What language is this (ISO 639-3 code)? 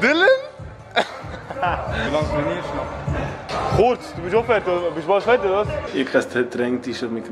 gsw